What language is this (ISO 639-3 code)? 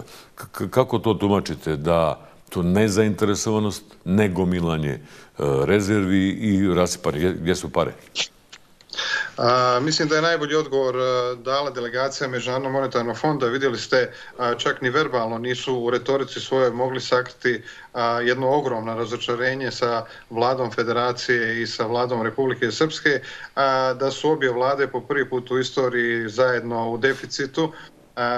bos